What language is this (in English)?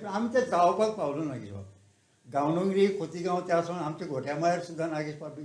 Konkani